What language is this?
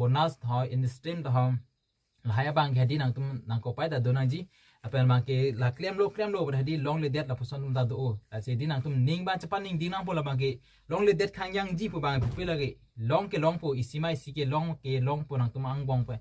Karbi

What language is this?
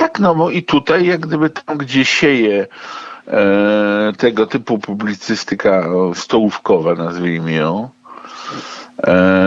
Polish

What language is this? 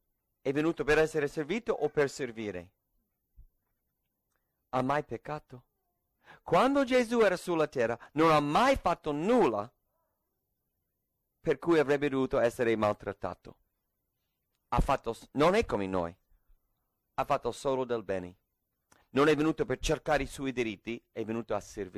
Italian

